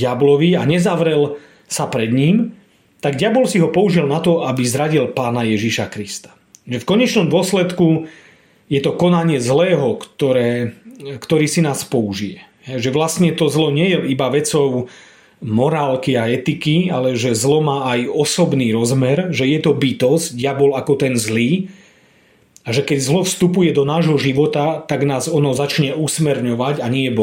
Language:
Slovak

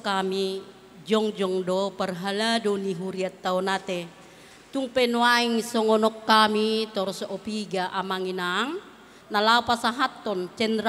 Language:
Batak Toba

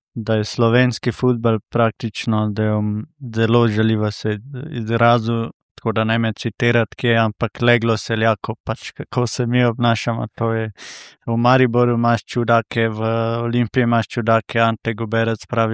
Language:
Slovenian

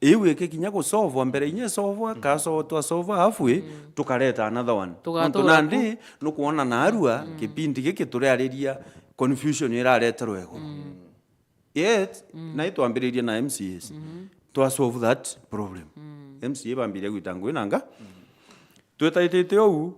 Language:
Meru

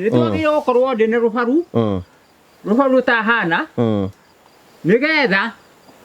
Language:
Kikuyu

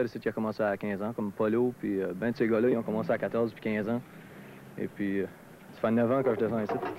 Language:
French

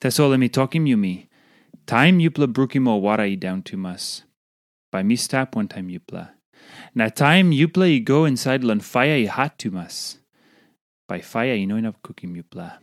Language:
Tok Pisin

